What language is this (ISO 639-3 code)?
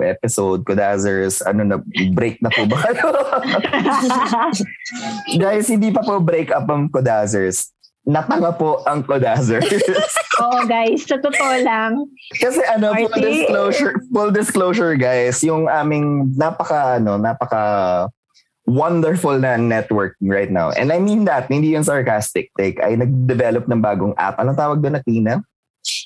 fil